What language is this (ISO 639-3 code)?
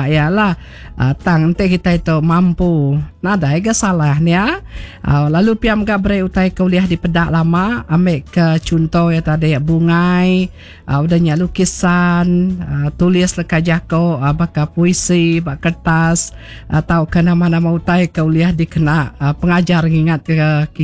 iba